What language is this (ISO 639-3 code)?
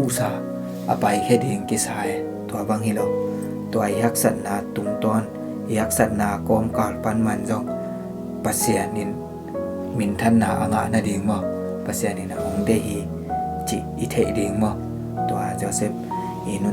ctd